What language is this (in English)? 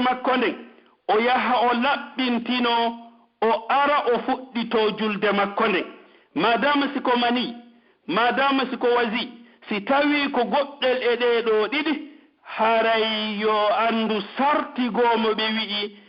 Pular